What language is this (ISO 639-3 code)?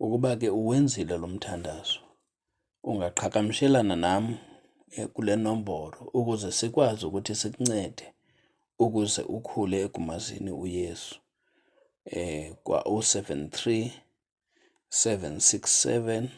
xho